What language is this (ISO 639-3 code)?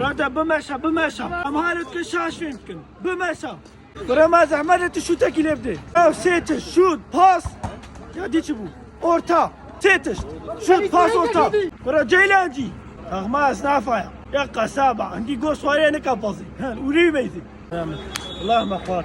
kur